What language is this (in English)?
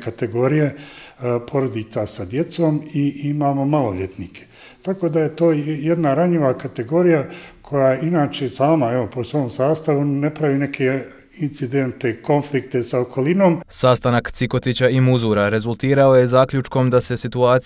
Bosnian